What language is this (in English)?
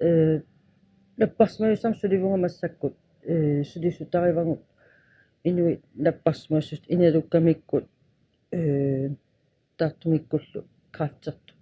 Kalaallisut